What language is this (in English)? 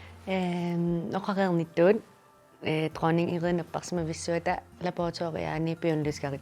Kalaallisut